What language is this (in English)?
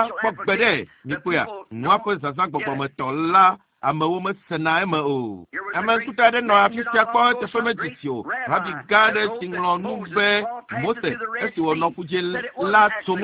Ewe